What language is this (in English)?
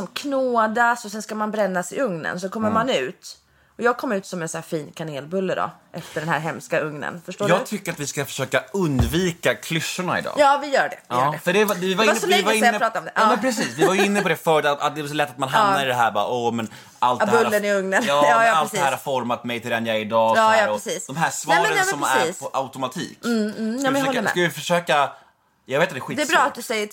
Swedish